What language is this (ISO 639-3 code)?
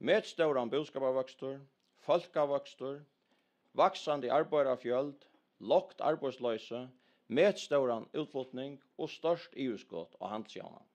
fao